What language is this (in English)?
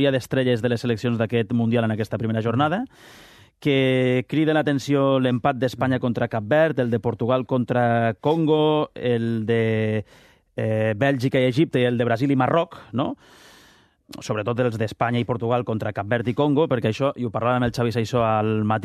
Catalan